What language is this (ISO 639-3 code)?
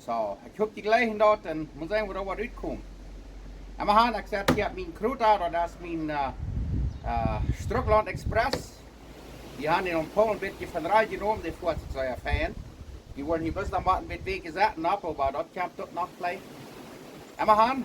pdt